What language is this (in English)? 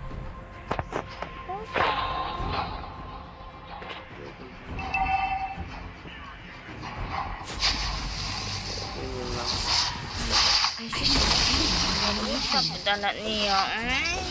Filipino